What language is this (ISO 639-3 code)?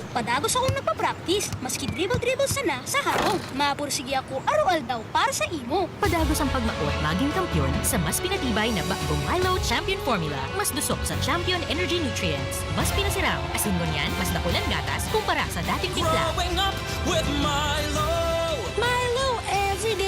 bik